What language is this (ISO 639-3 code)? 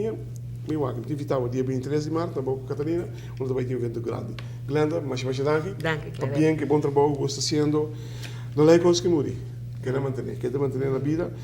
pap